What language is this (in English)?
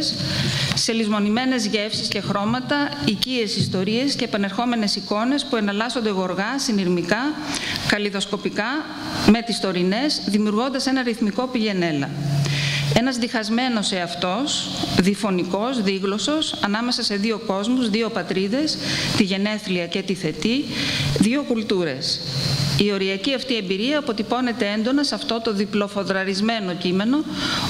Greek